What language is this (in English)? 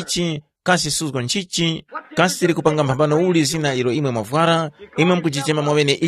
Tumbuka